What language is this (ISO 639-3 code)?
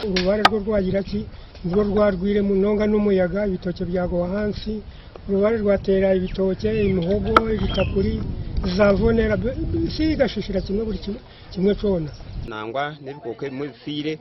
nyn